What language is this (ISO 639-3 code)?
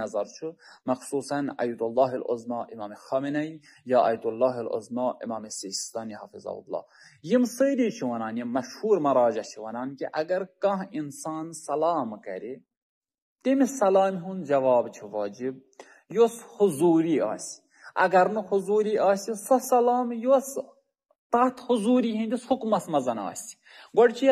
kas